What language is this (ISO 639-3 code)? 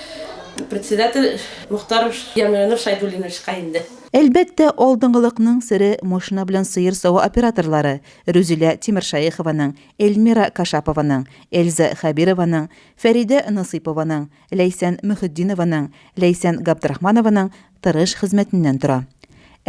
tat